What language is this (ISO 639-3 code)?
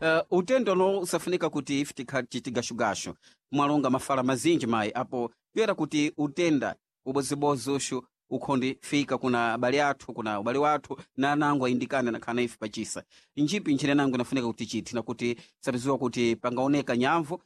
seh